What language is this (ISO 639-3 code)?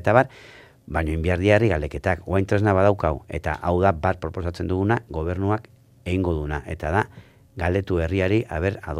eus